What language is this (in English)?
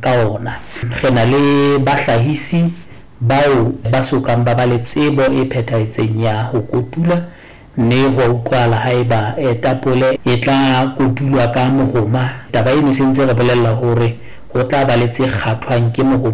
Southern Sotho